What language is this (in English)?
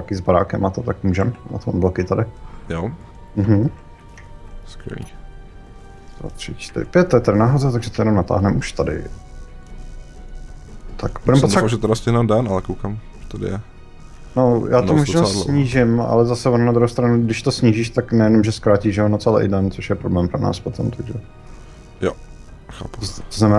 Czech